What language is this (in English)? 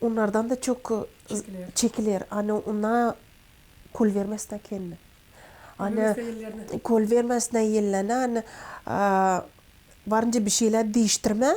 Gagauz